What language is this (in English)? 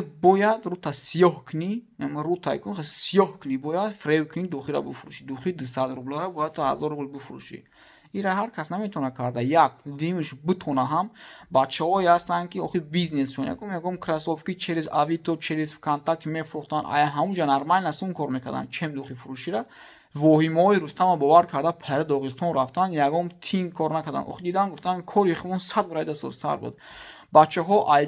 Tajik